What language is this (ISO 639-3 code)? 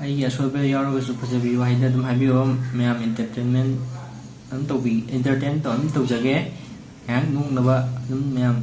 mni